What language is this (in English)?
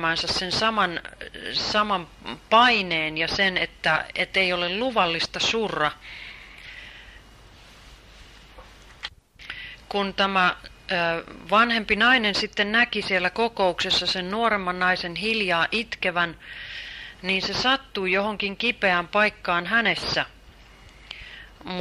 Finnish